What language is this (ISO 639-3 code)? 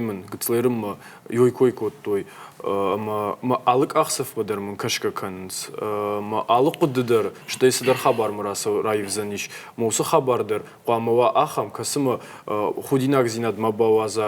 oss